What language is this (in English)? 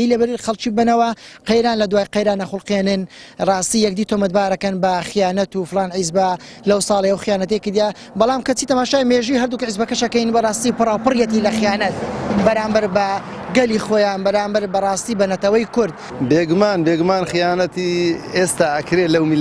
Central Kurdish